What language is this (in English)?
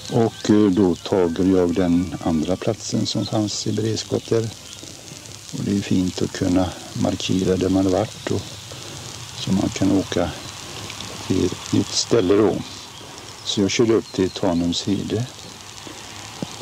Swedish